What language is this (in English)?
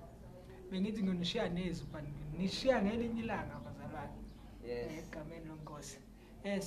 Zulu